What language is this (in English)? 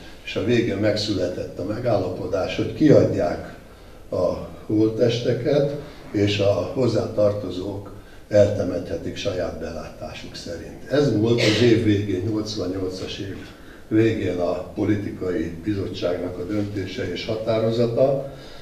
Hungarian